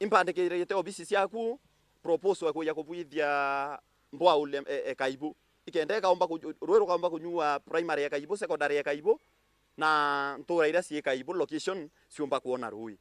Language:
Meru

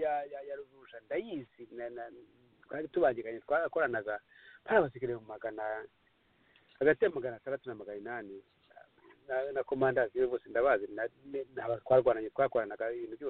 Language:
Kinyarwanda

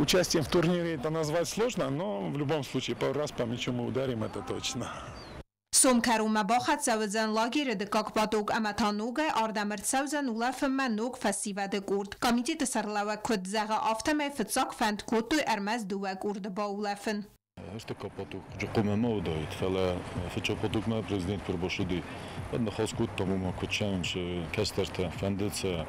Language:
Ossetic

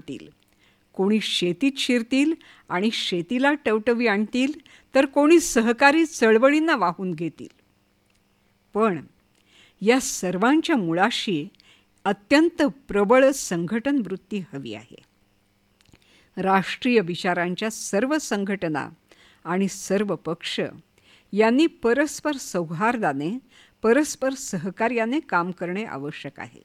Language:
Marathi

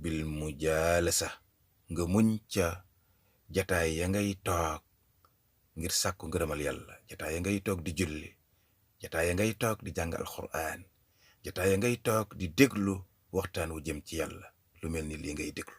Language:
Wolof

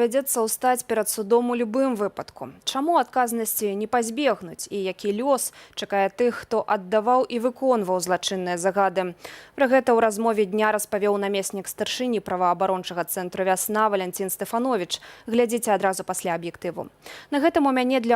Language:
Belarusian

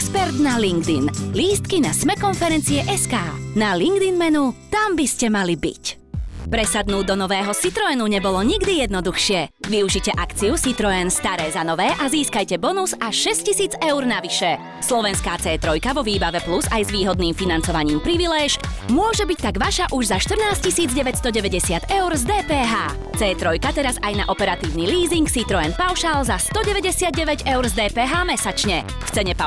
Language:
Slovak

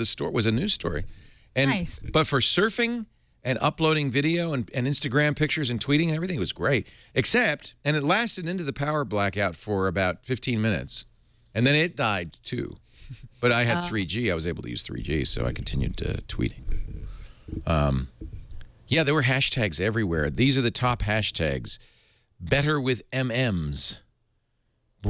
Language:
English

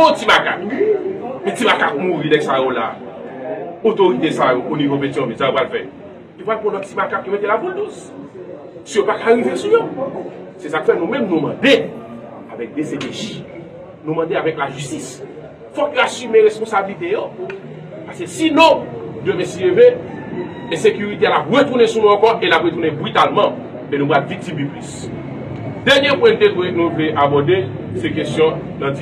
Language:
Haitian Creole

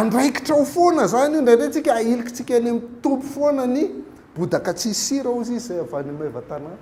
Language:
Malagasy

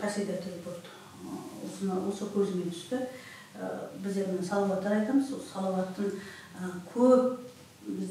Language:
Kazakh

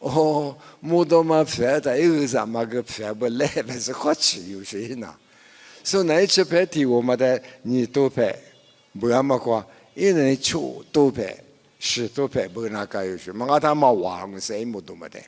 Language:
Lisu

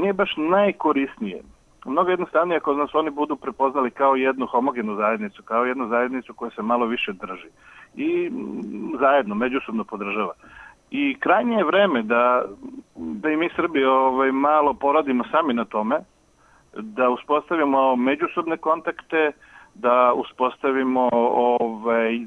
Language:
Serbian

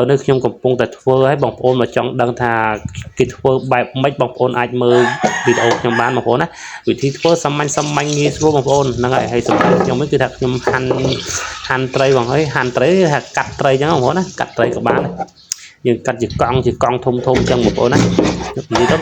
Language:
Khmer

